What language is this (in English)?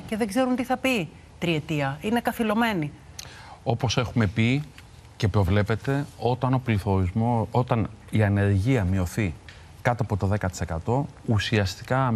Greek